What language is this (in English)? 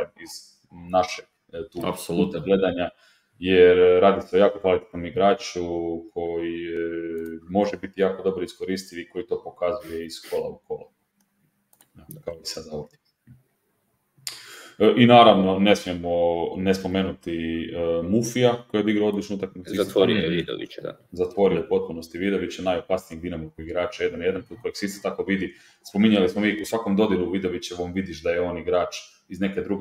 Croatian